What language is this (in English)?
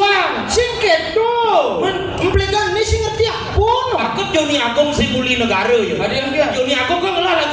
Balinese